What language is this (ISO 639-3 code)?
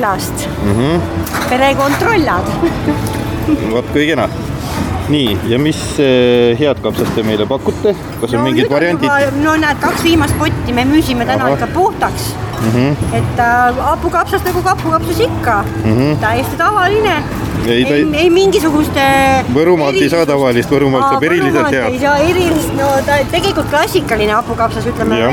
est